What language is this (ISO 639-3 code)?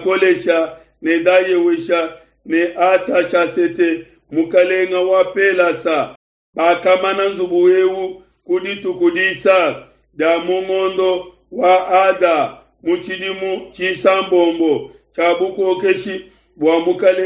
lua